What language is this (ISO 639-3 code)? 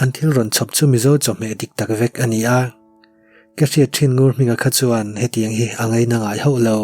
lus